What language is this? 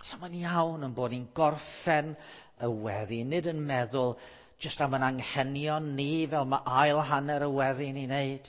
Welsh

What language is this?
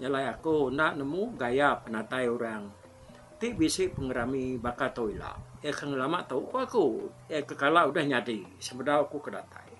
Iban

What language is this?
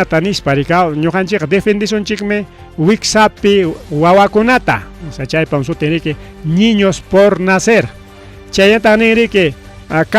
Ayacucho Quechua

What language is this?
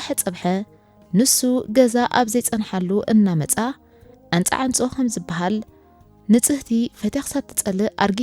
Tigrinya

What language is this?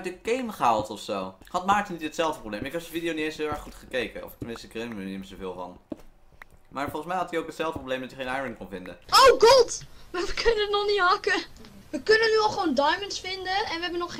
Dutch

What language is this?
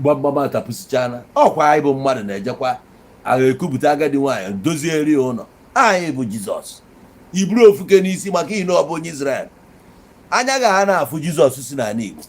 Igbo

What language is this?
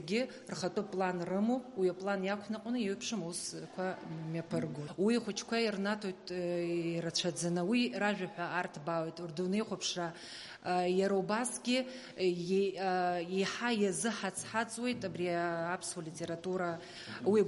Abkhazian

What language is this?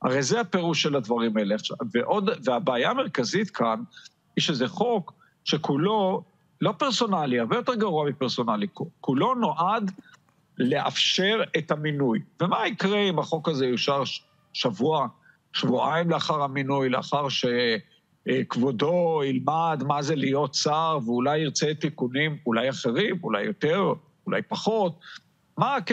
Hebrew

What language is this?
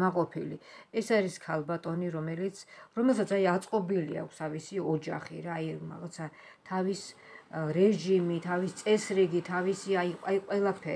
Georgian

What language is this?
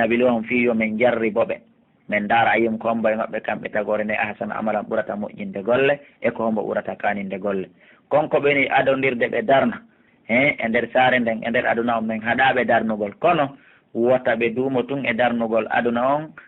Fula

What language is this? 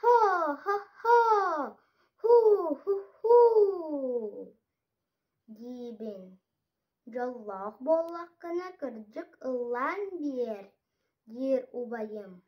Yakut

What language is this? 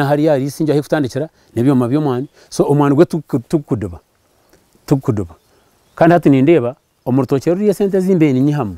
Nyankole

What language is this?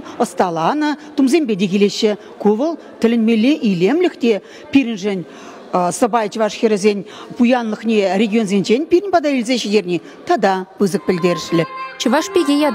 Chuvash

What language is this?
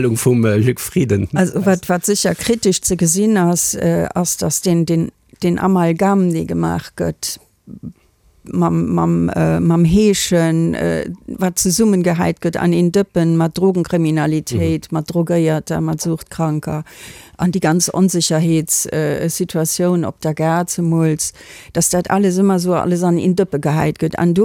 Luxembourgish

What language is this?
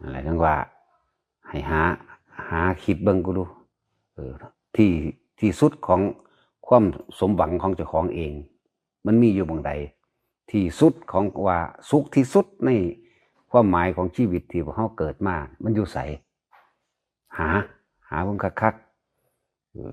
Northeastern Thai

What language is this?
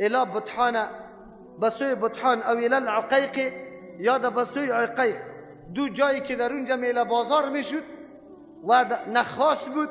Persian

